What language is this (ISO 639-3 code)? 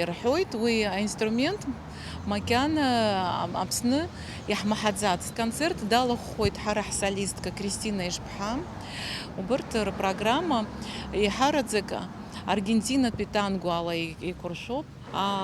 abk